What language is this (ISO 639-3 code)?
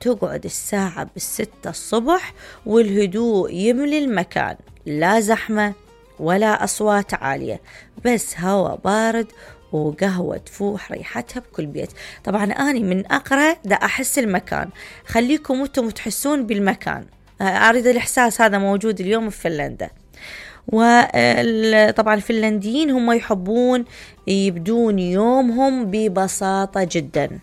acm